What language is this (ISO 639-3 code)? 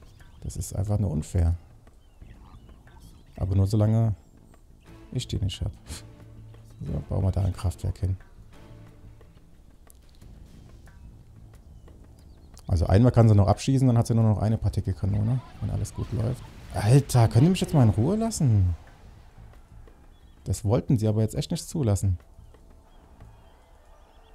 deu